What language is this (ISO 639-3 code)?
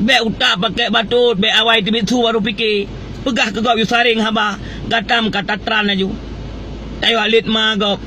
ace